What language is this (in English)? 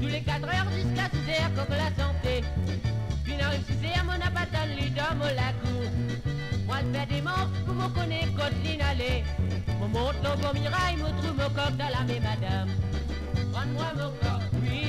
Morisyen